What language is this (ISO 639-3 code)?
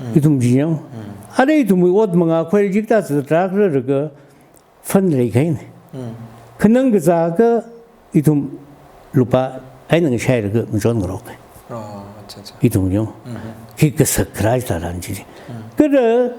nmf